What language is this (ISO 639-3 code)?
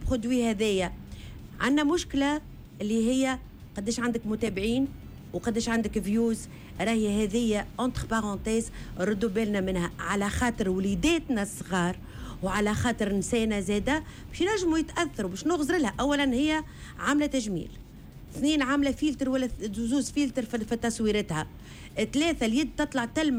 aeb